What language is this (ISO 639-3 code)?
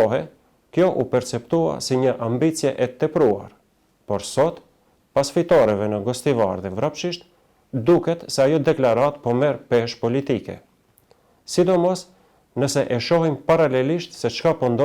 sqi